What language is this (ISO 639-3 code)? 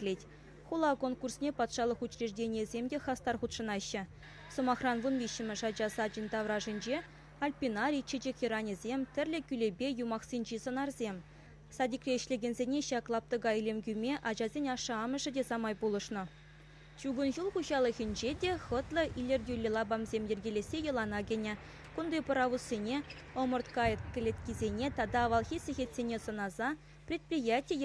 chv